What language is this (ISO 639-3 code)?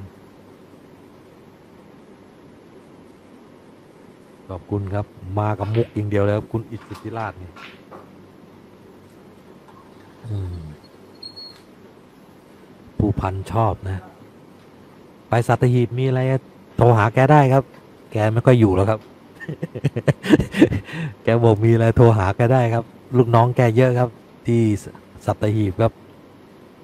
tha